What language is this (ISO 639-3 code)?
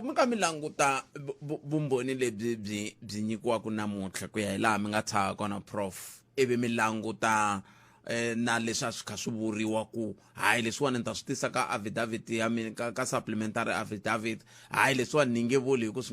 tso